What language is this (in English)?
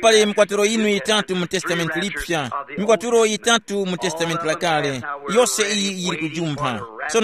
Tumbuka